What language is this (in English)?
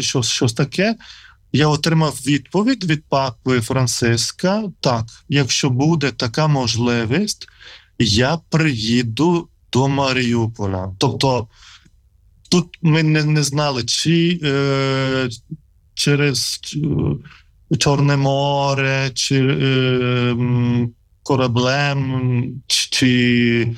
Ukrainian